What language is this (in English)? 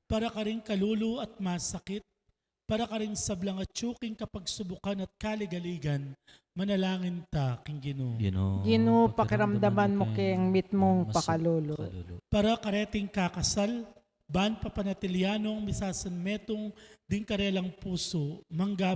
Pampanga